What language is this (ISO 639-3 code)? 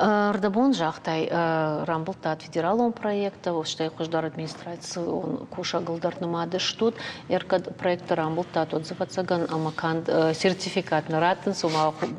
oss